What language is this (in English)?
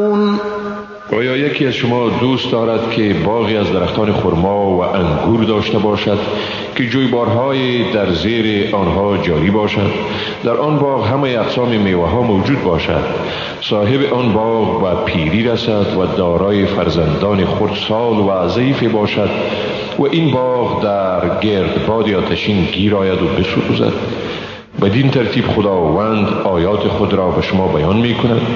Persian